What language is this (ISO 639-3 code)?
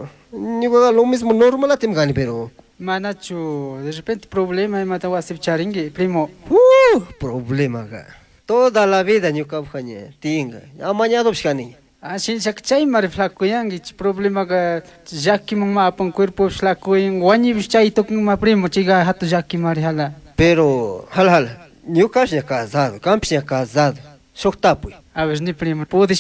qug